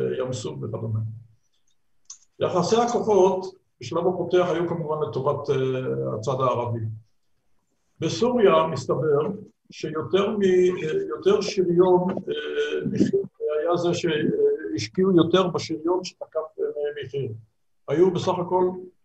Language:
Hebrew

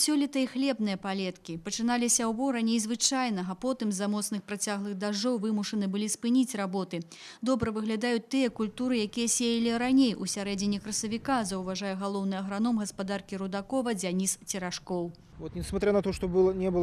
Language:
Belarusian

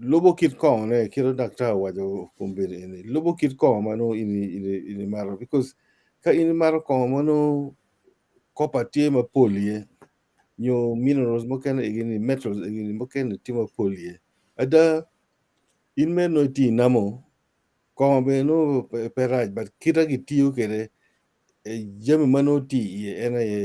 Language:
Acoli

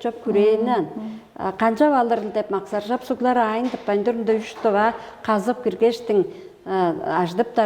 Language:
Tuvinian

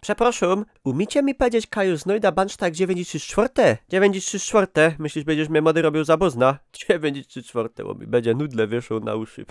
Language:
Silesian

